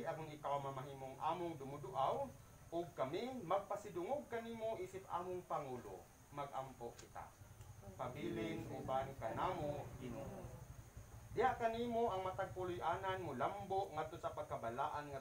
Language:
Cebuano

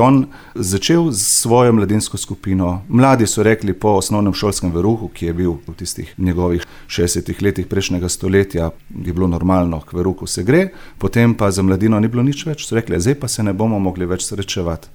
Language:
Slovenian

